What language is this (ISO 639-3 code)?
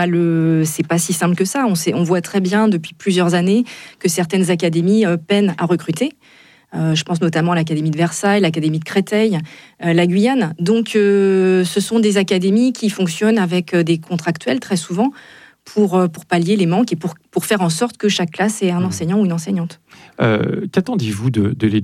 fra